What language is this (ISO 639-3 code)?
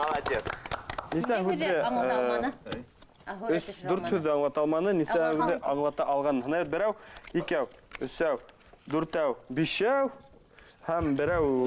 bak